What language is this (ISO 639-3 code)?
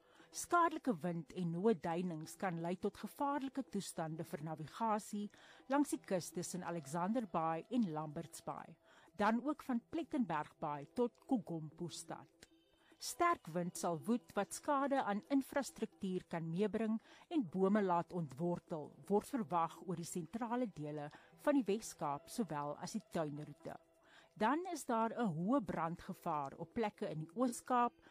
afr